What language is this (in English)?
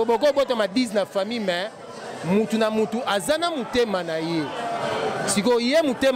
Lingala